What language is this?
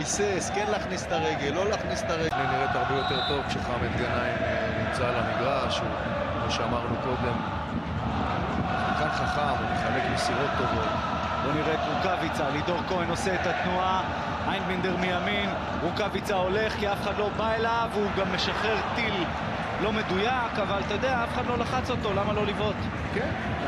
Hebrew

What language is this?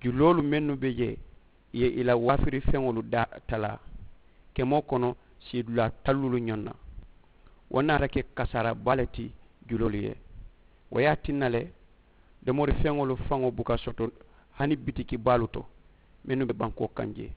Mandingo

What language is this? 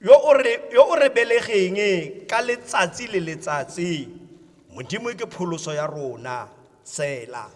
Tswana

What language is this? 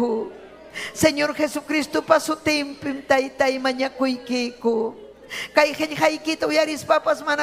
Ayacucho Quechua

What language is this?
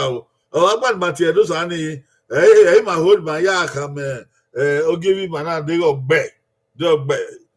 Bini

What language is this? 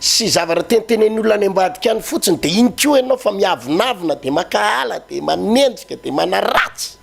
Malagasy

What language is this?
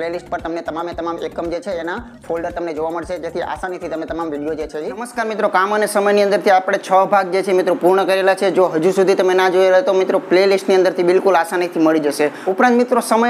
Gujarati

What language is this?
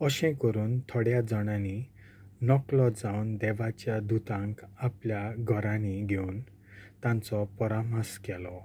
Konkani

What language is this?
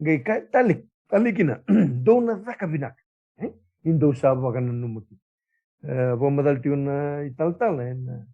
Fijian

